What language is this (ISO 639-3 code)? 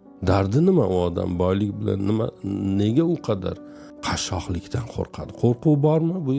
uzb